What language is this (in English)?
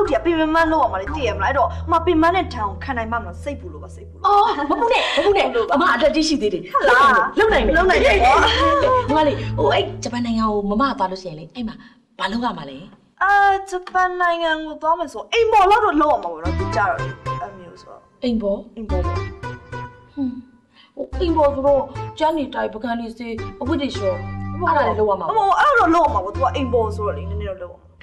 Burmese